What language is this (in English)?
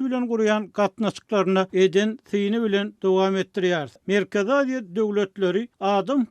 Turkmen